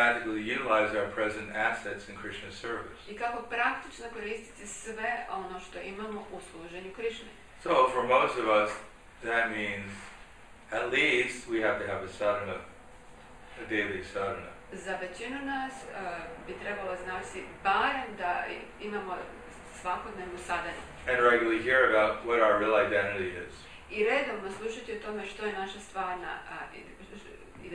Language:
Croatian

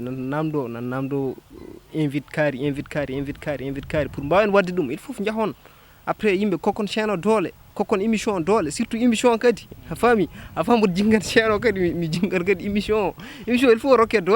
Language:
Fula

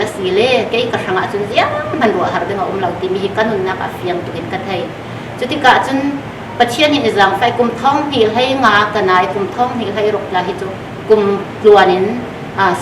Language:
Falam Chin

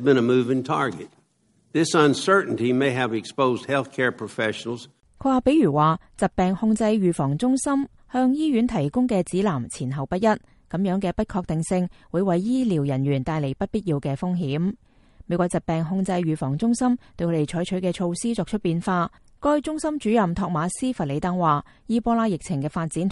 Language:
Cantonese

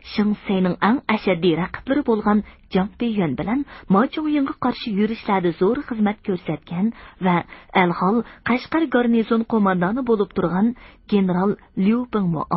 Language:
Uyghur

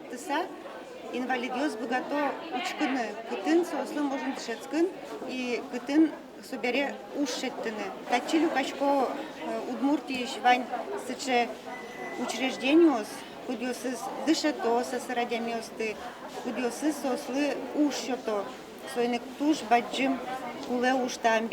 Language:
Udmurt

